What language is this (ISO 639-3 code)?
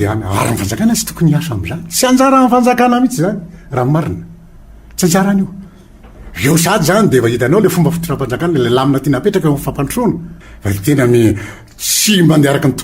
mlg